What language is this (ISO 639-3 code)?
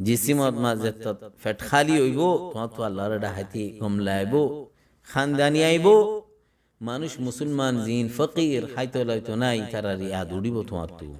rhg